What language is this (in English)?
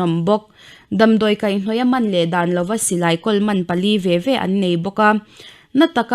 Mizo